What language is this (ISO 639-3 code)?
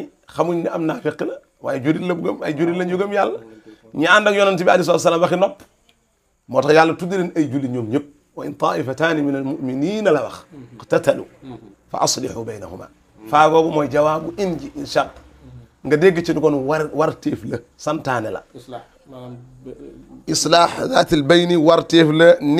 wol